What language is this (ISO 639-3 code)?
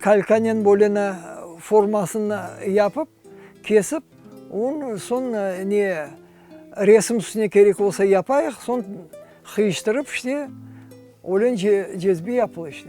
crh